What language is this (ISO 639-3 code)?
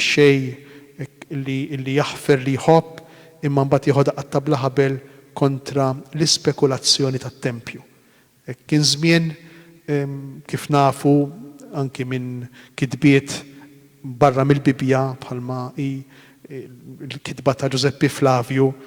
mlt